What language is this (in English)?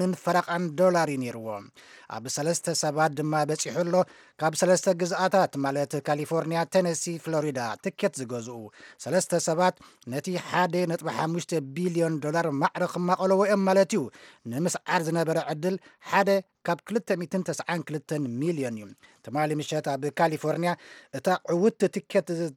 Tigrinya